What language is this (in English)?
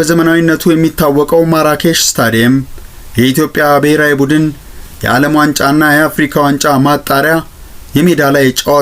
Amharic